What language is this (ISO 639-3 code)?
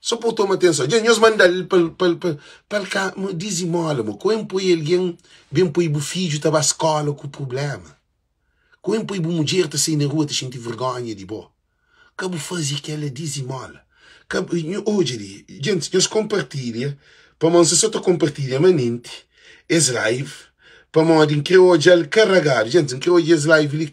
kea